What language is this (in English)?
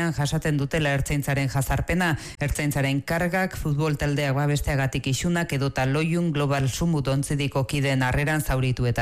Basque